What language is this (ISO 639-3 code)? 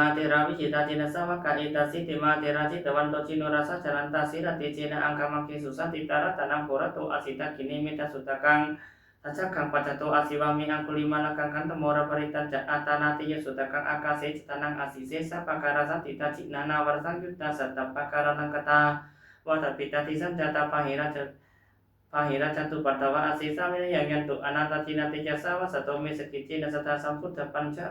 pli